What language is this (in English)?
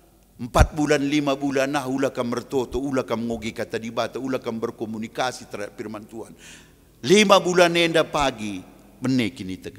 Batak Karo